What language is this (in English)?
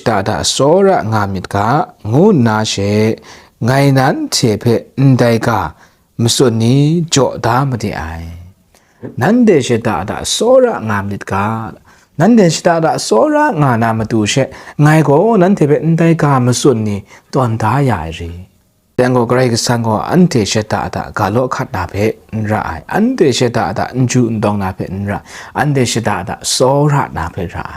Kachin